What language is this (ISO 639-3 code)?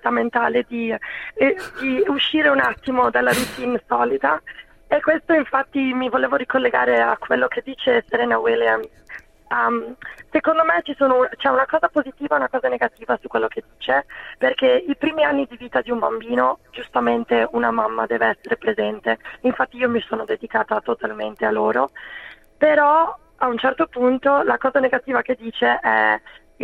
ita